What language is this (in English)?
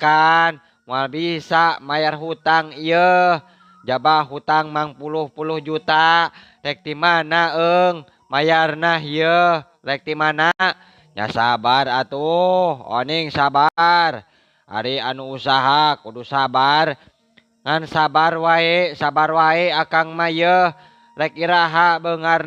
Sundanese